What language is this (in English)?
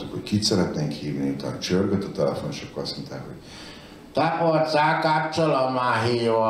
Hungarian